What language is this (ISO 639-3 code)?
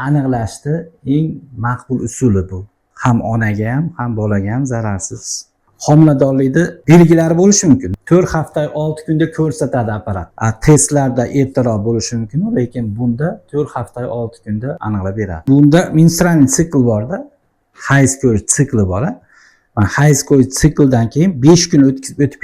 uzb